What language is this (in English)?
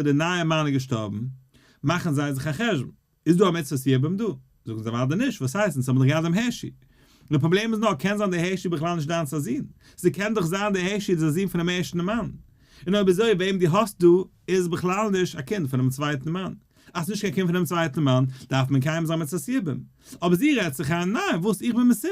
Yiddish